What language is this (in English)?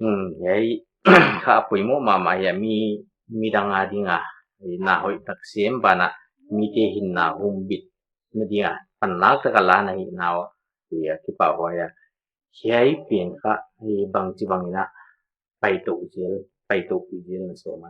Paite Chin